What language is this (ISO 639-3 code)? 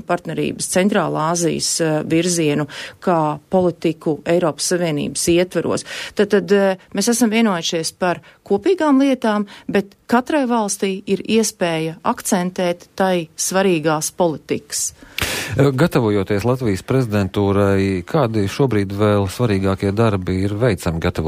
lav